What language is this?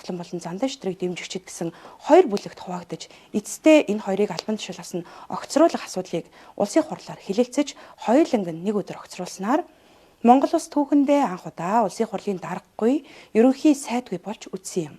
Mongolian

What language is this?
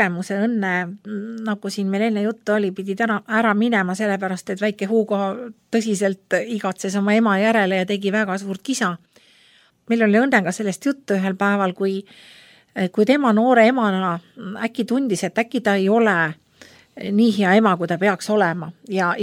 Estonian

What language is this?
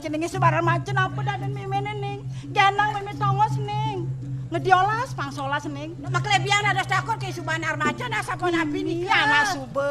Balinese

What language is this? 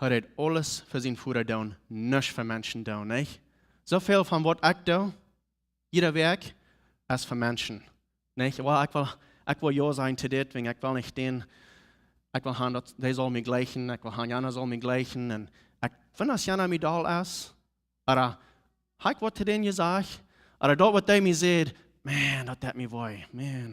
Plautdietsch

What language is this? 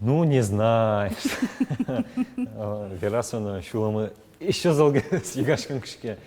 Udmurt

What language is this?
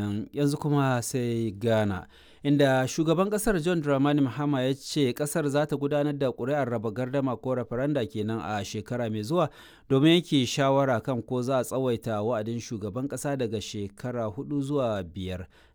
Hausa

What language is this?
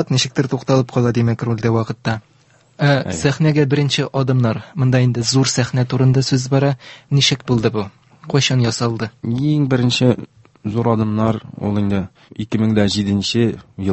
Tatar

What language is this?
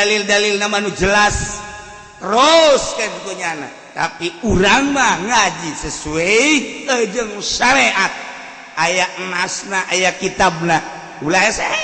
Sundanese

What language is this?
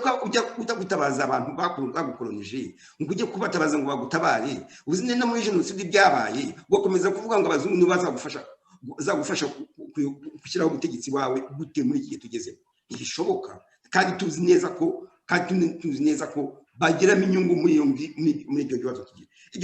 Kinyarwanda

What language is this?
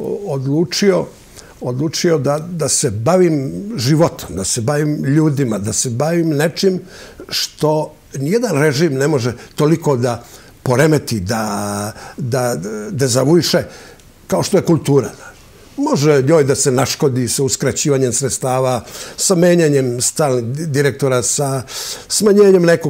Serbian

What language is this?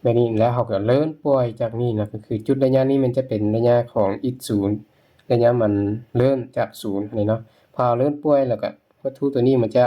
Lao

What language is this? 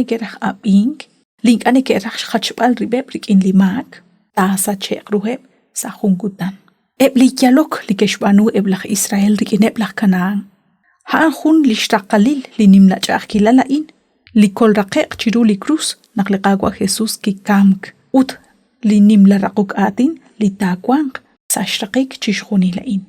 Kekchí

